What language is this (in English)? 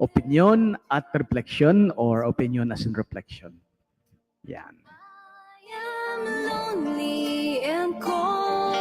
Bikol